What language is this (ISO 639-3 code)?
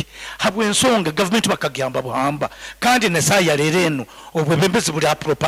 nyo